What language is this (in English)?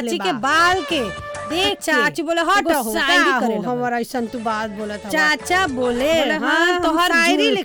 Bhojpuri